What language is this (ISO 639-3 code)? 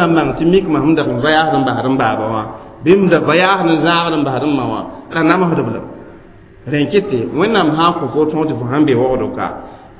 mos